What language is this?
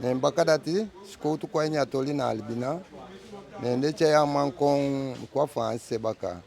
Eastern Maroon Creole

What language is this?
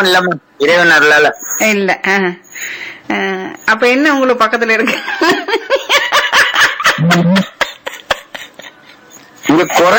Tamil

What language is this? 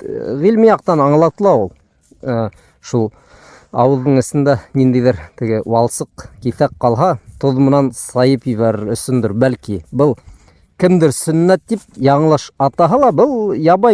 Bashkir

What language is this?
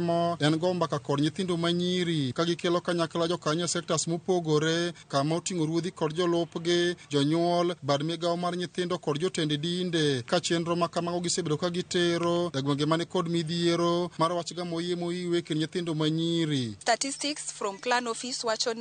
Luo (Kenya and Tanzania)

